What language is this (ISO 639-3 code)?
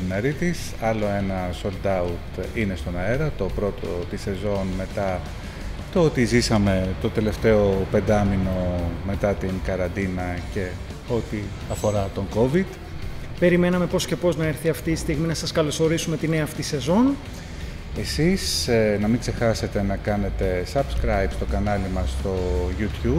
ell